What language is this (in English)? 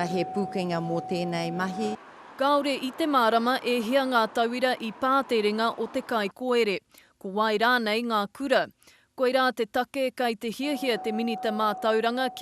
Māori